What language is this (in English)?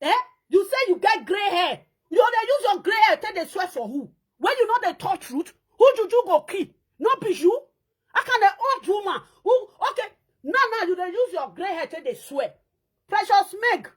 Nigerian Pidgin